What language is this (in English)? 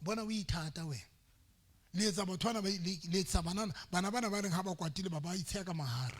Southern Sotho